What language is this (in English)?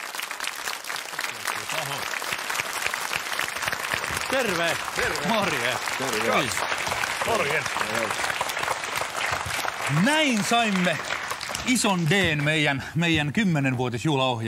Finnish